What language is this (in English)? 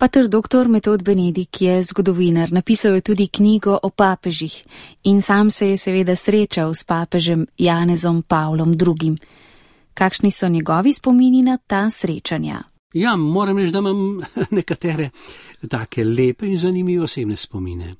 Slovenian